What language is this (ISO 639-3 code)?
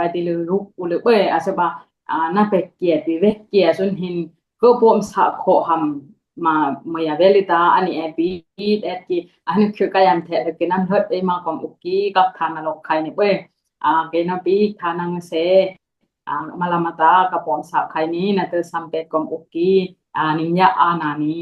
dis